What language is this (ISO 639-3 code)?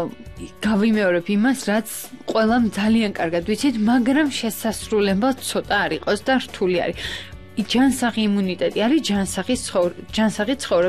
kat